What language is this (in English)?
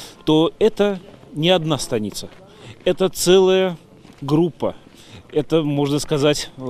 Russian